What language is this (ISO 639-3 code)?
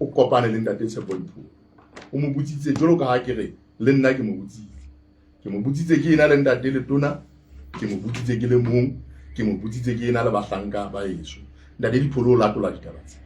sot